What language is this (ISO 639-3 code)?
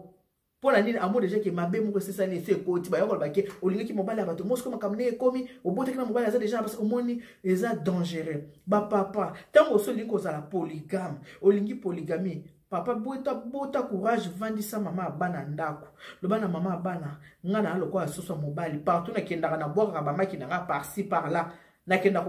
lin